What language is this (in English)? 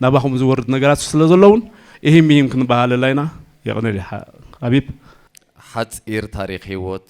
Tigrinya